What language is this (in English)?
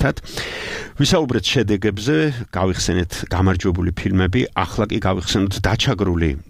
Georgian